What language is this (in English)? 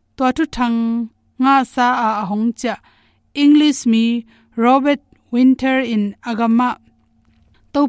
Tedim Chin